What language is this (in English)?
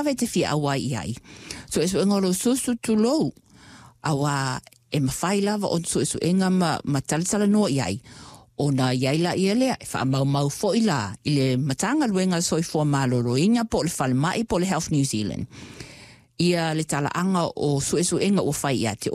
Samoan